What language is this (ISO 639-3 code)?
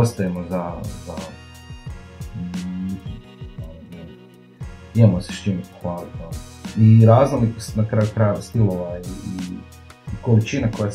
hrv